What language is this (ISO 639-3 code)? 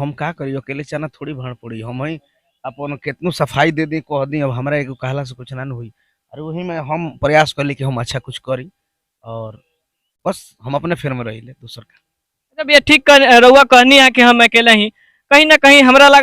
bho